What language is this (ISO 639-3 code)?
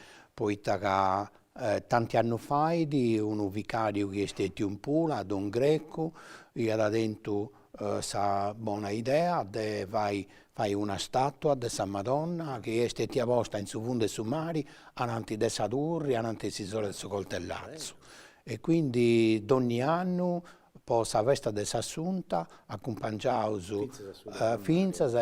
srd